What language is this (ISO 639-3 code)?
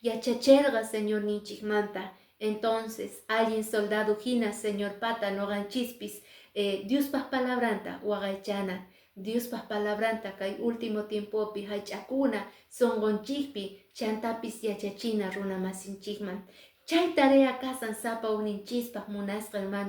que